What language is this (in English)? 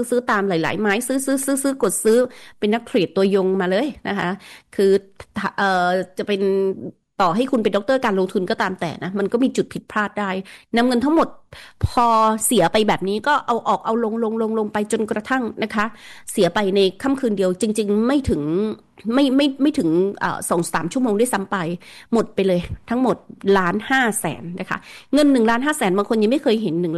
Thai